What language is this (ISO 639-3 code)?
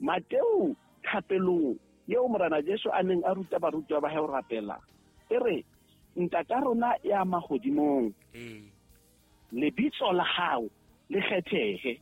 sot